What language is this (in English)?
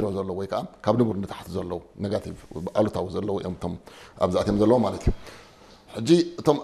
Tigrinya